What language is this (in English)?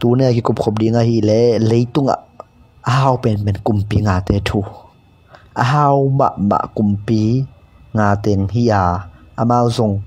Tedim Chin